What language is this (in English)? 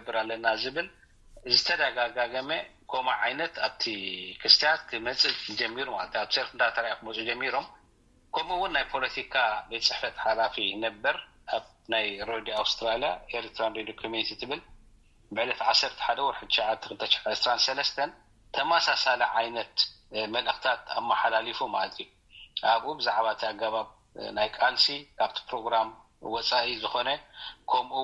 Tigrinya